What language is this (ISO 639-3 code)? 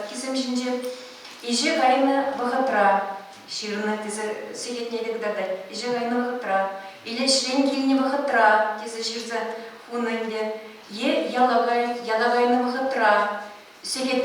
chv